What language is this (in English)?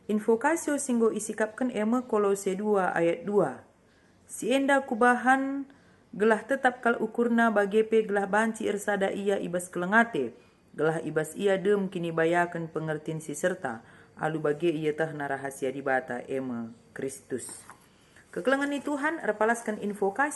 Batak Karo